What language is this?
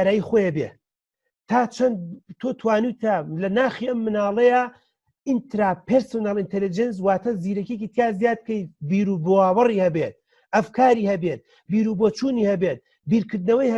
Central Kurdish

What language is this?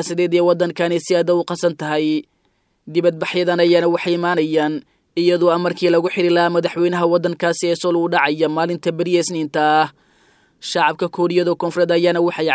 Somali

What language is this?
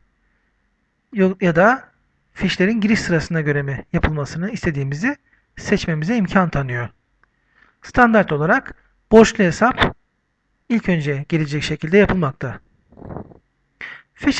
Turkish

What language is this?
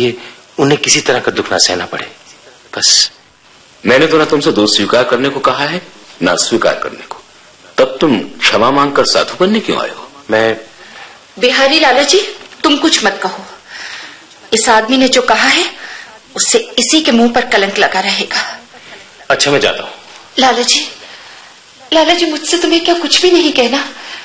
Hindi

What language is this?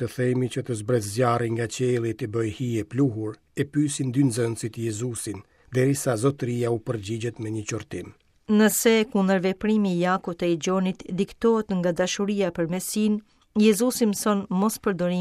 Albanian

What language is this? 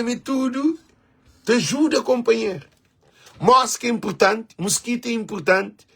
Kabuverdianu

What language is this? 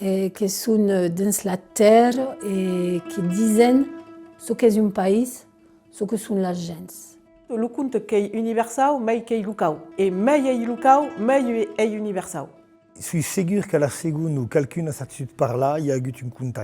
Occitan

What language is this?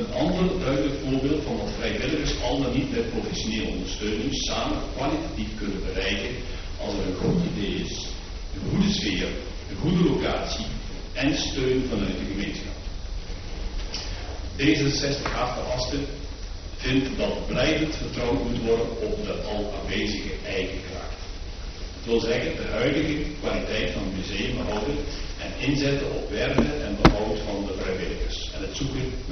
Dutch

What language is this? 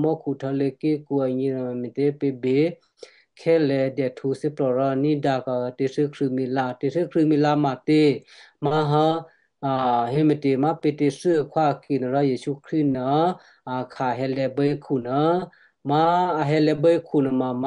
Western Kayah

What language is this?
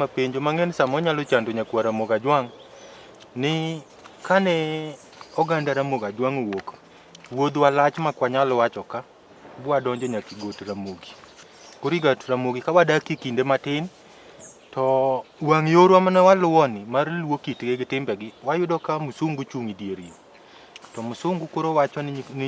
Luo (Kenya and Tanzania)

